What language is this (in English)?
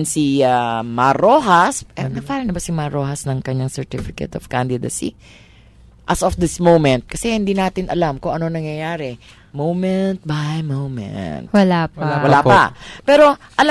Filipino